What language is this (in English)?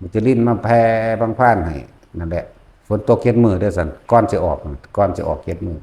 Northeastern Thai